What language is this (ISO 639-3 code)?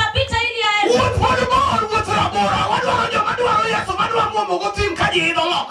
luo